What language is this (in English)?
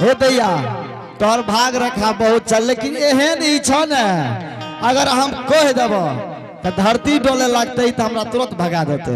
Angika